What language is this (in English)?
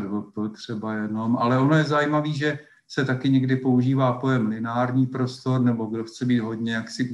Czech